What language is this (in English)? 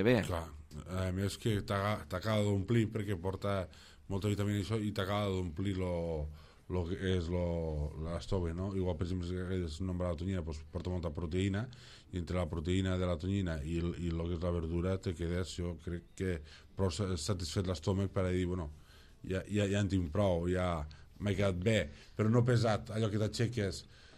Catalan